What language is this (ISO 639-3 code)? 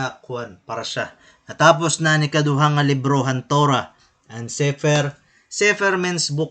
war